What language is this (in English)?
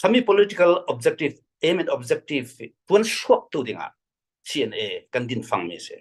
Falam Chin